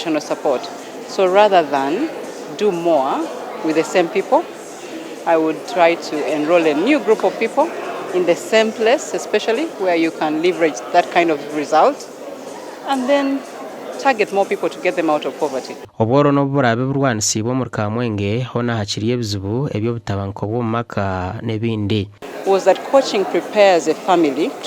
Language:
Nyankole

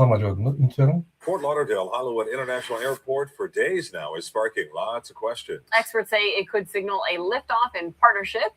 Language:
Turkmen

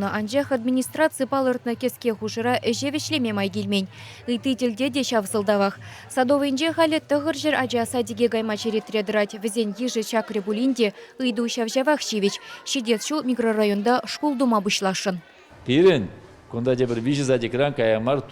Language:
Chuvash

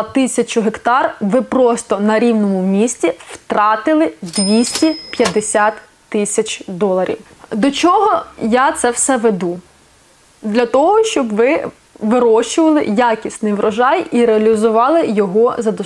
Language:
Ukrainian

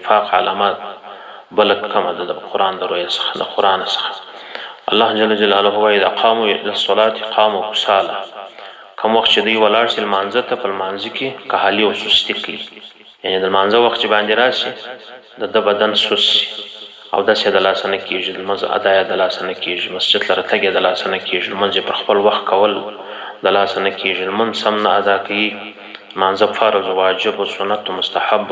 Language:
Pashto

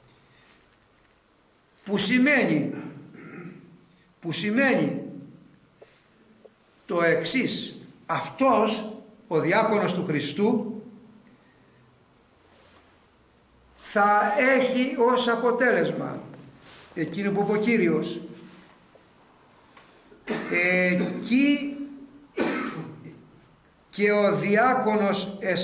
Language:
Greek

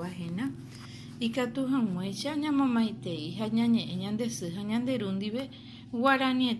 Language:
Guarani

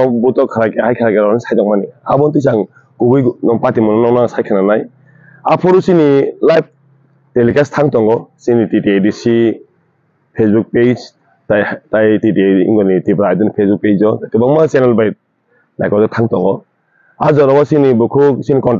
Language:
Kok Borok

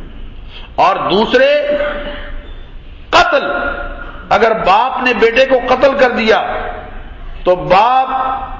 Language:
Urdu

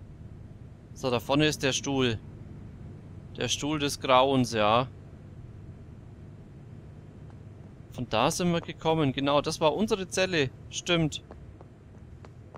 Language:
German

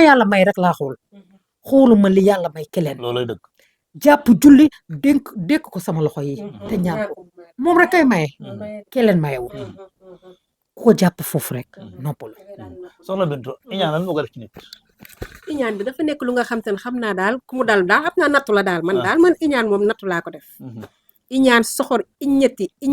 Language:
Wolof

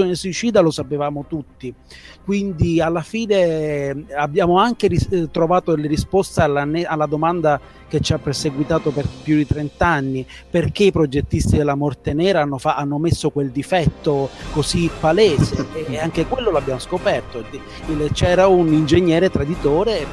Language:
Italian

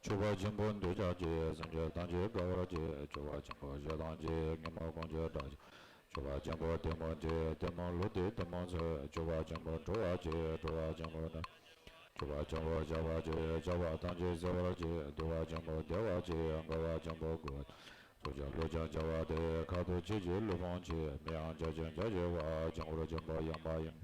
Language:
Tibetan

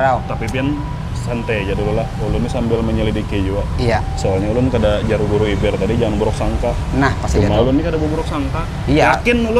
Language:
Banjar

